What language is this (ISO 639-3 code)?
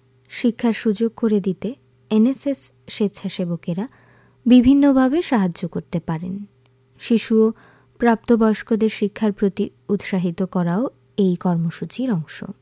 ben